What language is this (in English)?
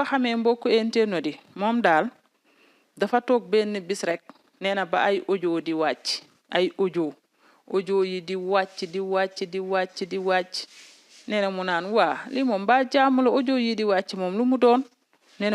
Wolof